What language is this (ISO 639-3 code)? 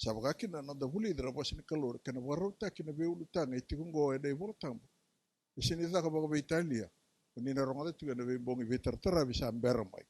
fij